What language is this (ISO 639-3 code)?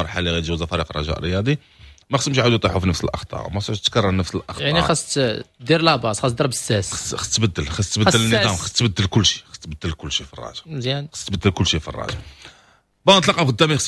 ary